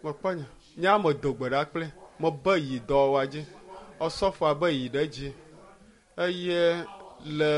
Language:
Ewe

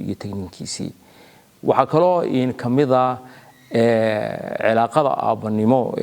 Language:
Somali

